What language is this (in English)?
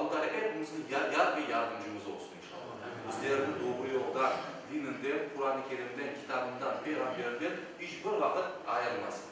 Crimean Tatar